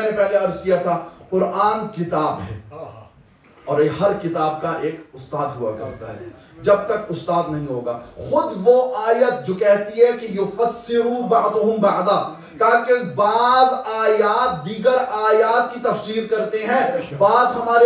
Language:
Urdu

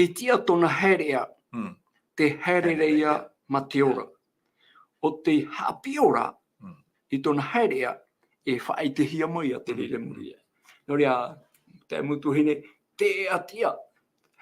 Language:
Tahitian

